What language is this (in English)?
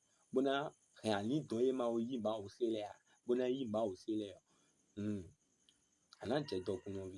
Fon